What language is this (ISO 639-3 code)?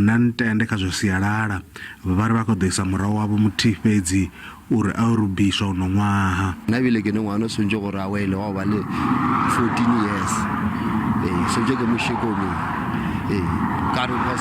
ven